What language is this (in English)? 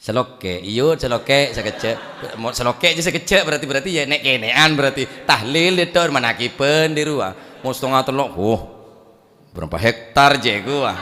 Madurese